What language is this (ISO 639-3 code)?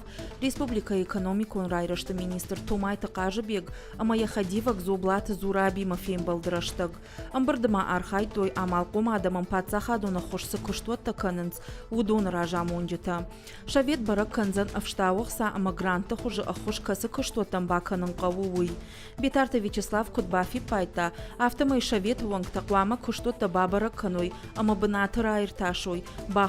oss